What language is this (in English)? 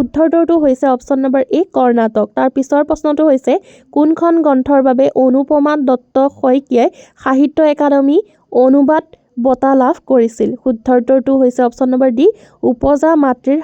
Assamese